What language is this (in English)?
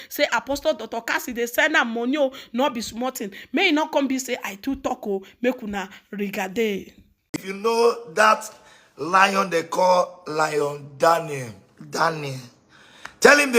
Nigerian Pidgin